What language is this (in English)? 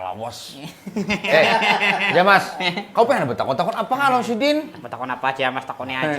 Banjar